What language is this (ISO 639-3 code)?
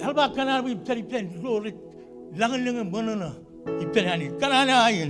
mah